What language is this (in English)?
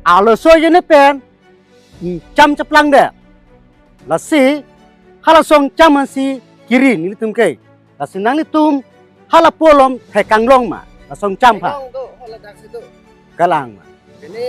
Karbi